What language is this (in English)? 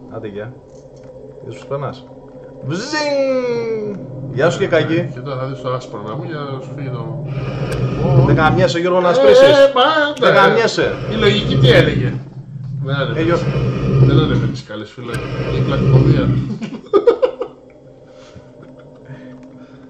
Greek